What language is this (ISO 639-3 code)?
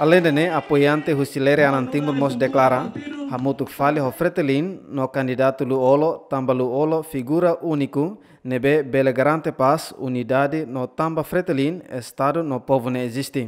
tet